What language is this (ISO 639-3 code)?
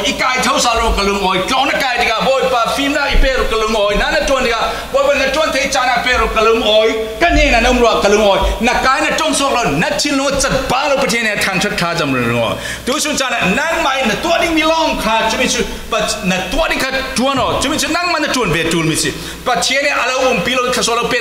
cfm